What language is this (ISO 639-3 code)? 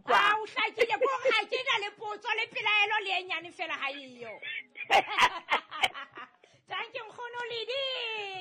sot